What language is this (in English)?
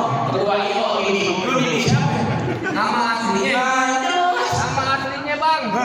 Betawi